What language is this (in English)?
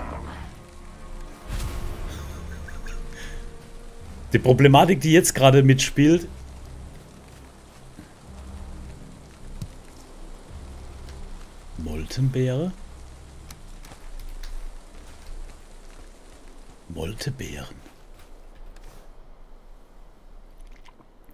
German